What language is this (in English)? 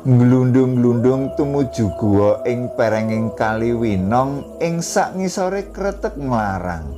Javanese